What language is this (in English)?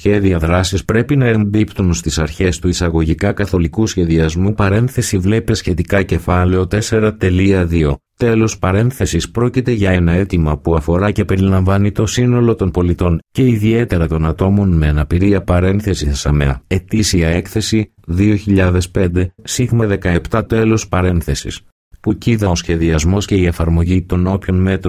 Greek